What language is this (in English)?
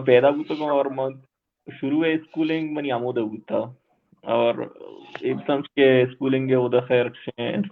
Baluchi